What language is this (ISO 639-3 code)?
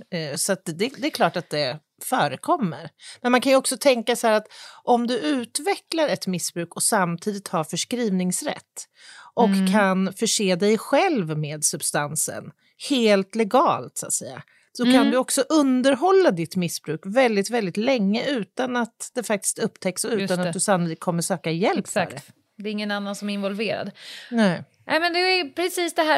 swe